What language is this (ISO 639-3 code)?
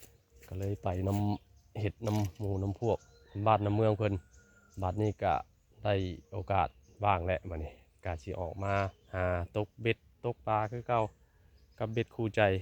tts